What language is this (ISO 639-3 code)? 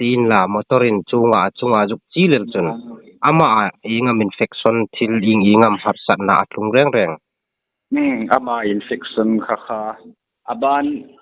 hmr